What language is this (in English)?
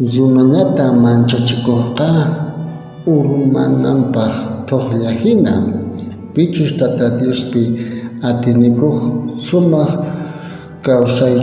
South Bolivian Quechua